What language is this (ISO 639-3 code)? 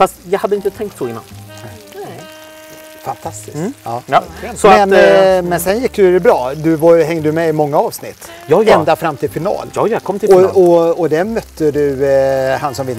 swe